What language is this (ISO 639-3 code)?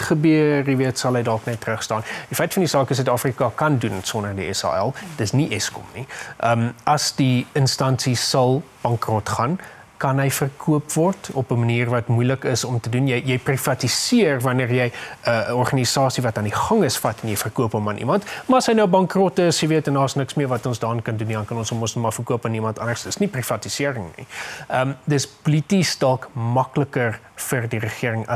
afr